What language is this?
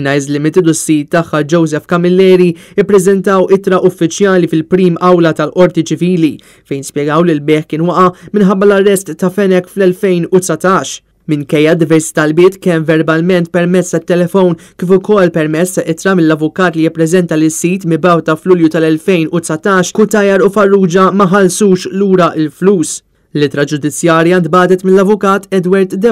Maltese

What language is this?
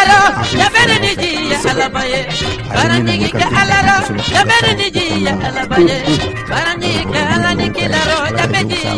Bambara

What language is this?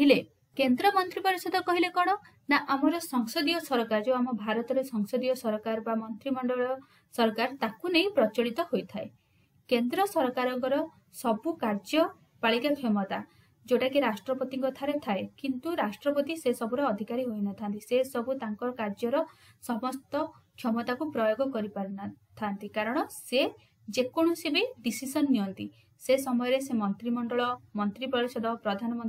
Odia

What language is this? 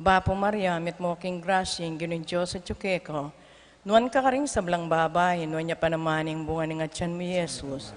Pampanga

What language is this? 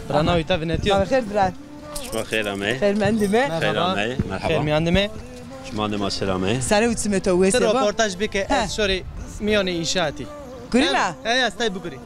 Zaza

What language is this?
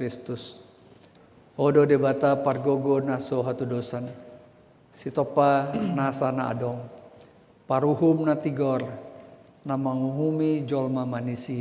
Batak Toba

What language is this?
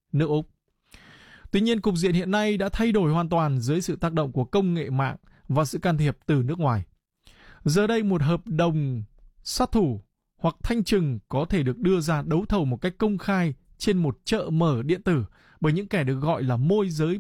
Vietnamese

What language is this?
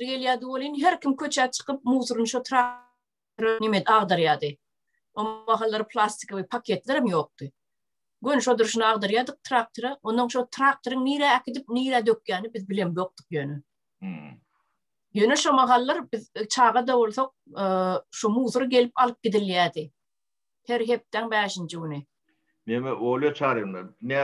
Turkmen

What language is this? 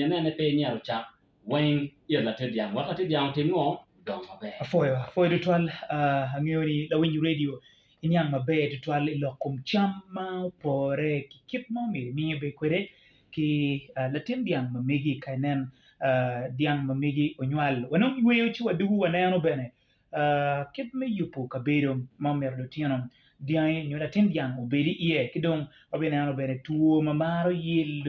Acoli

